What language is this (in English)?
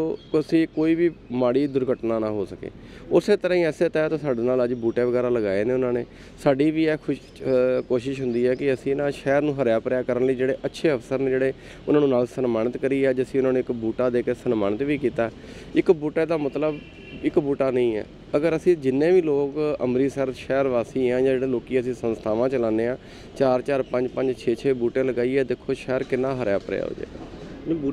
Punjabi